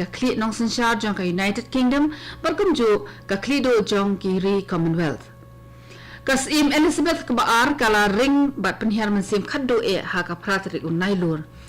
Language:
Khasi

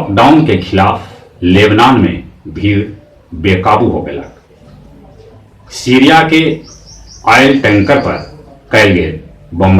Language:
Magahi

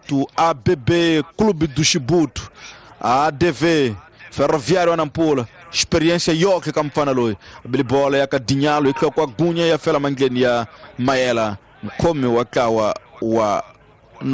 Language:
Tsonga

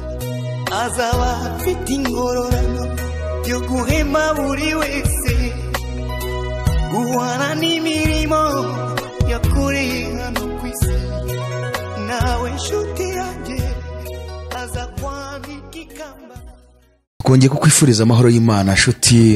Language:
Kinyarwanda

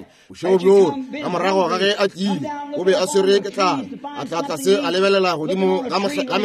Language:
Northern Sotho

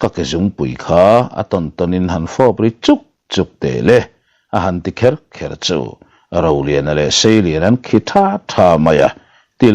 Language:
Mizo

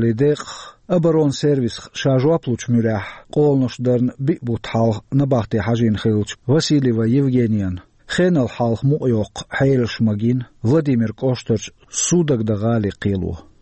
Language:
Chechen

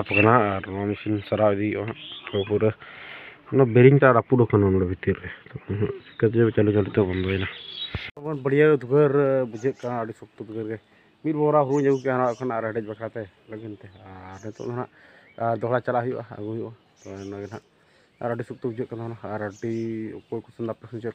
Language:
Santali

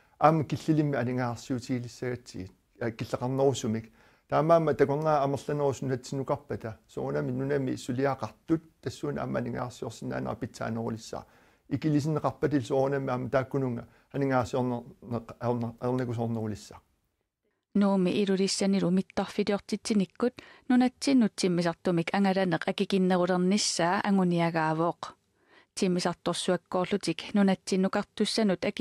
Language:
Kalaallisut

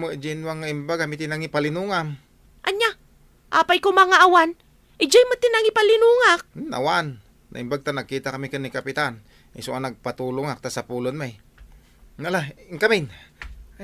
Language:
Iloko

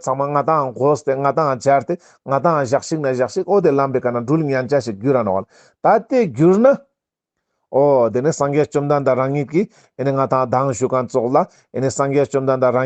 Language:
Ladakhi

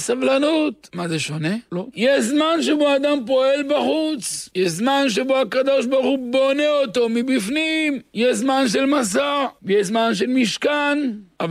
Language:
Hebrew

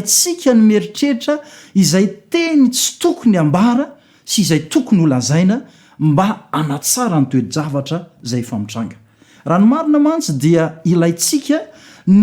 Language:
Malagasy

